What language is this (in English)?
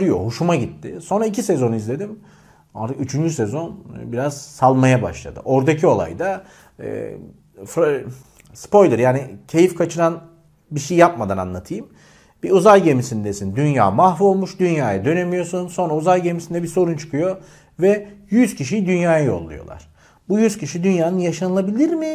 Turkish